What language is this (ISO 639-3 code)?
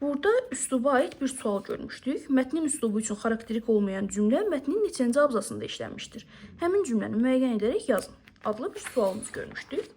aze